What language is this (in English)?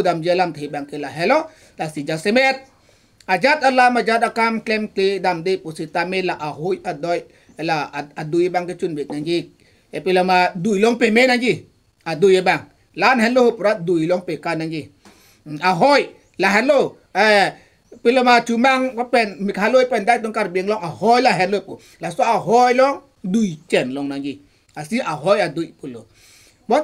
Karbi